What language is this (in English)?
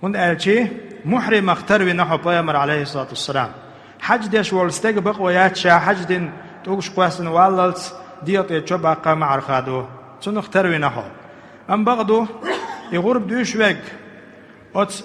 Chechen